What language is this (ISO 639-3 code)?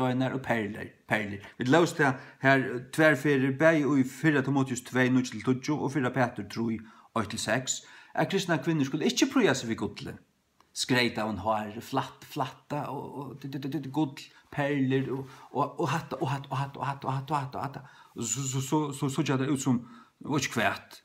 fao